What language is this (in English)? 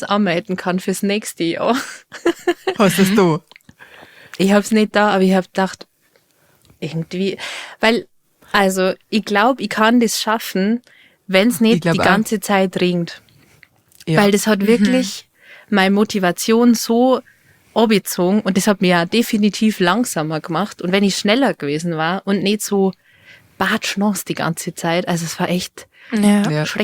Bavarian